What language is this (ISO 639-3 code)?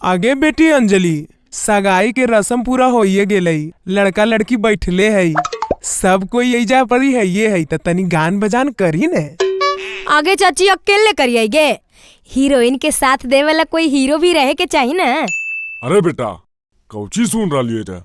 mag